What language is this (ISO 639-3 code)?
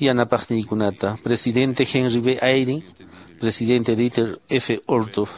que